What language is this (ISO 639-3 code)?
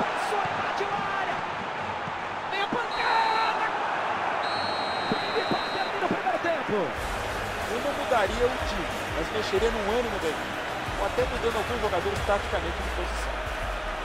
por